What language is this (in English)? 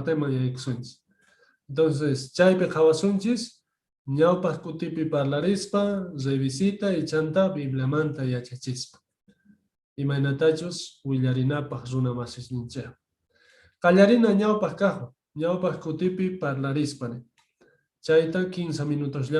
South Bolivian Quechua